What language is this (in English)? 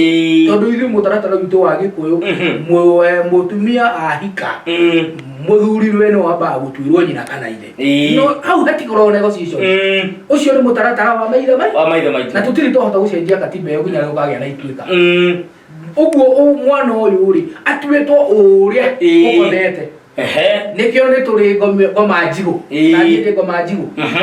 Kikuyu